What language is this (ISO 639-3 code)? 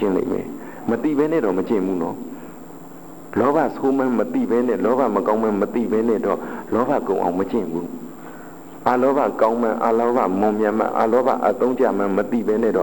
mya